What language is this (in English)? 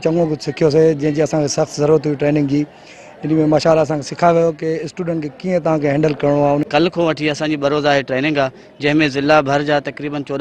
Sindhi